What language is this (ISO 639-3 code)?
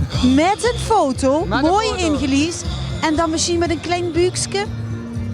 lim